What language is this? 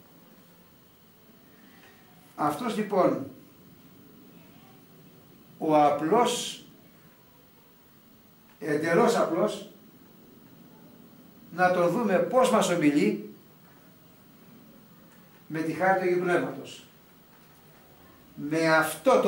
Greek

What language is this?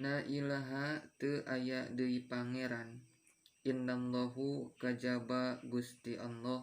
Sundanese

